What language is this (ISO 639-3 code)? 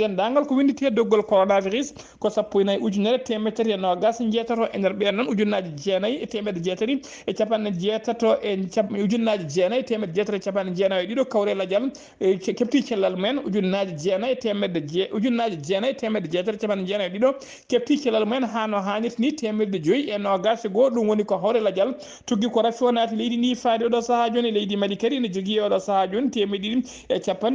ful